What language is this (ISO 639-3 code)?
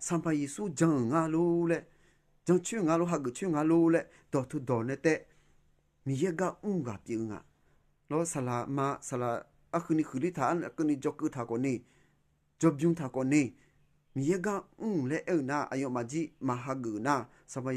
ahk